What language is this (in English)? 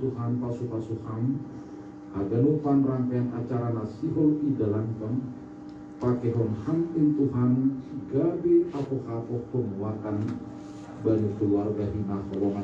Batak Simalungun